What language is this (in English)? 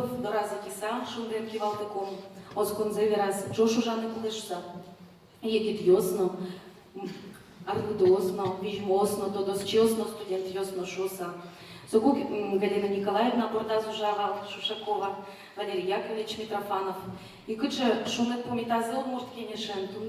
Udmurt